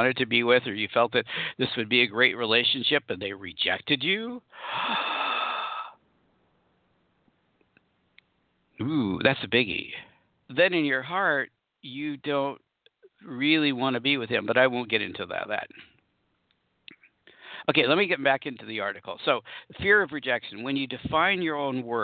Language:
English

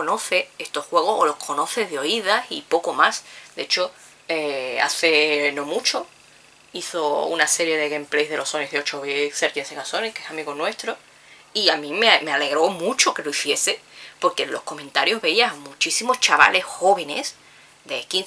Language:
Spanish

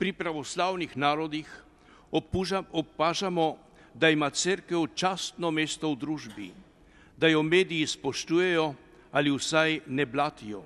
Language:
Slovenian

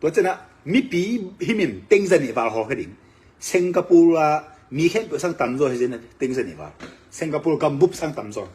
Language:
Tedim Chin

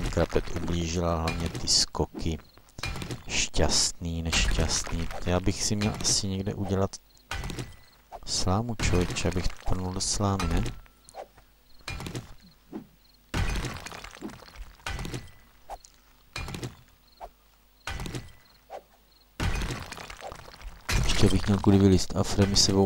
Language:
Czech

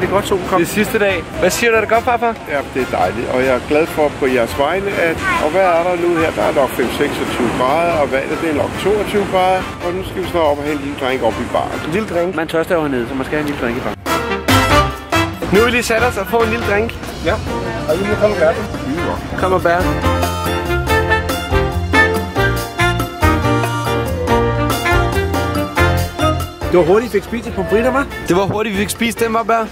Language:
Danish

